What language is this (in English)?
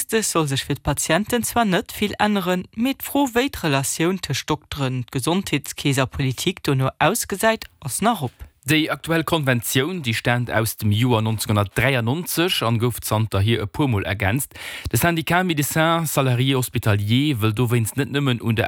Luxembourgish